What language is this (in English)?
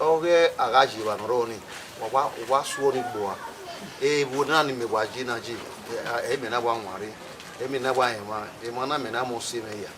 Bini